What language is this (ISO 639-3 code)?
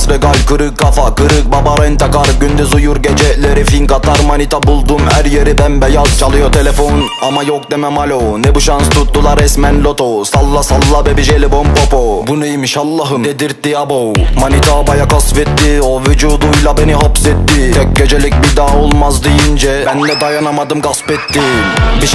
tur